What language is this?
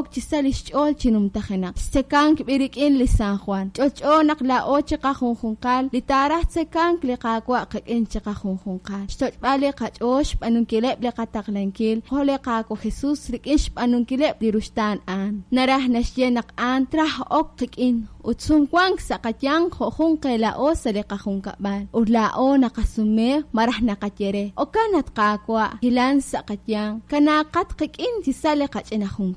Kekchí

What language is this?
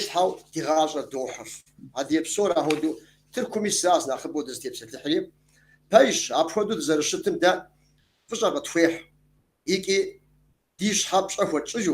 Kabardian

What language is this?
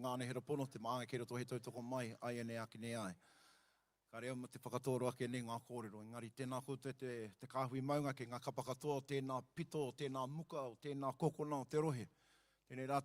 Māori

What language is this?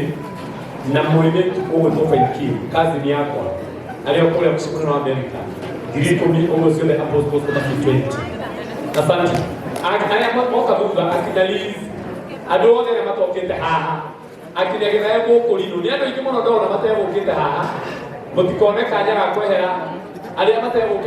Kikuyu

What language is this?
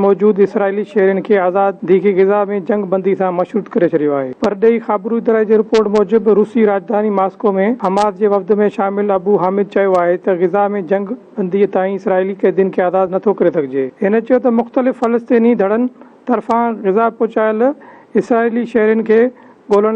Sindhi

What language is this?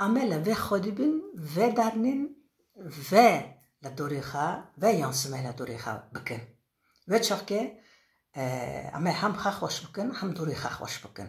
Kurdish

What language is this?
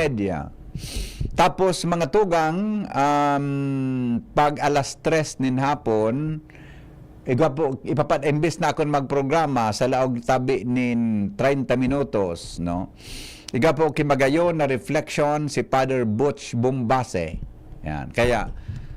Bikol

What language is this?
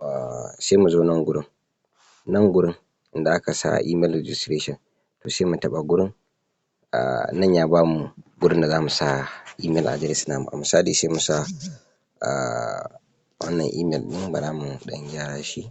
Hausa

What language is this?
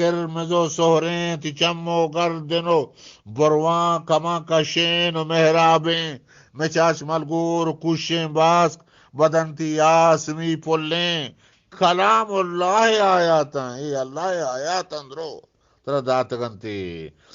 Eastern Balochi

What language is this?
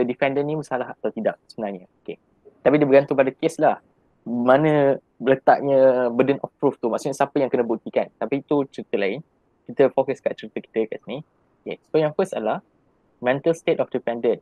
Malay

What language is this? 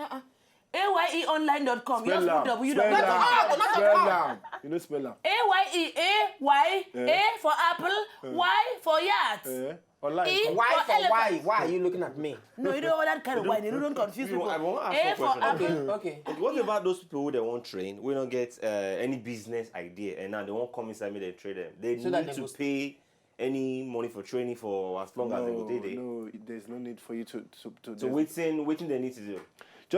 Nigerian Pidgin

